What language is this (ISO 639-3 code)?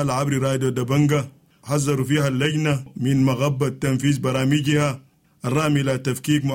apd